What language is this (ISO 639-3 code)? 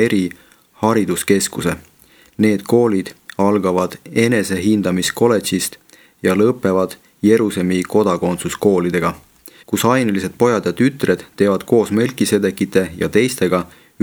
est